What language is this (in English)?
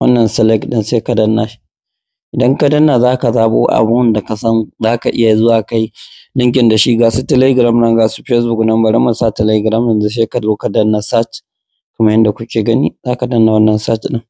Hausa